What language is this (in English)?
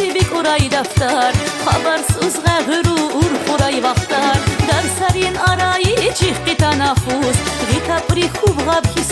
Tabassaran